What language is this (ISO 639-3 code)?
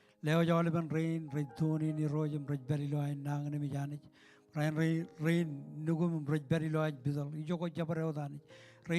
mah